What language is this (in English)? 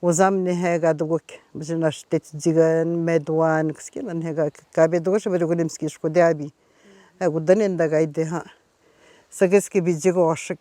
Atikamekw